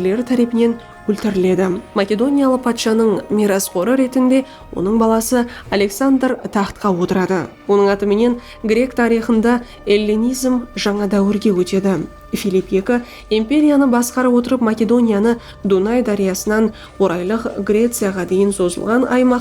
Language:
Kara-Kalpak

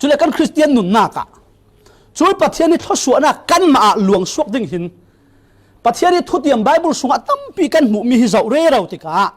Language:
Falam Chin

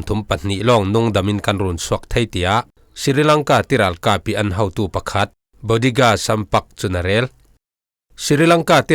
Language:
Falam Chin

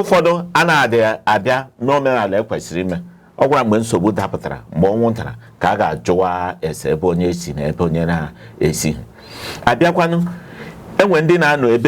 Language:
Igbo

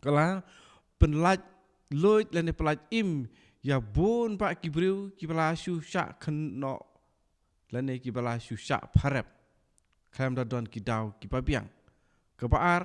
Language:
Khasi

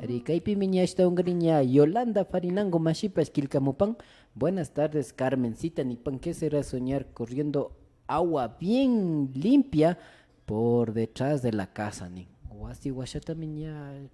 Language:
Imbabura Highland Quichua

